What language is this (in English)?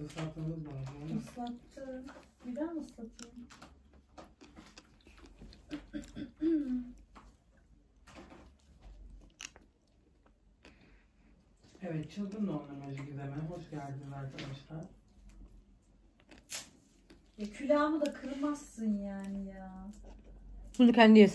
Turkish